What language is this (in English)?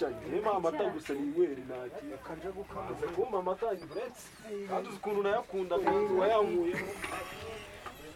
Kinyarwanda